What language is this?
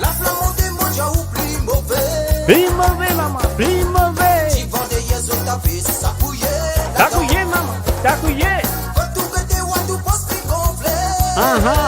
Morisyen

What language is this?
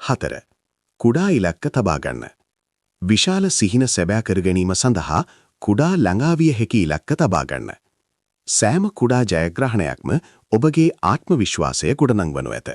Sinhala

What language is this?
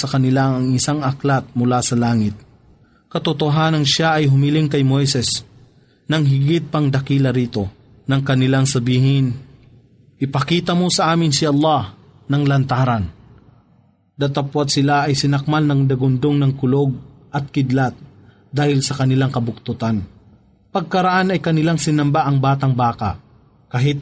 Filipino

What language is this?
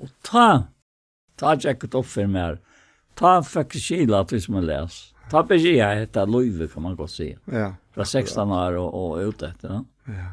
Faroese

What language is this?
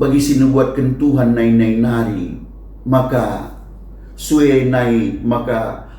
Batak Karo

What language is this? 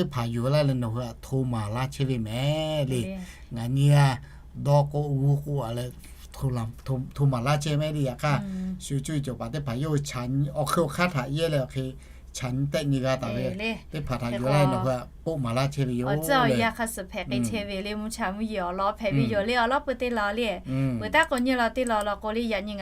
Lahu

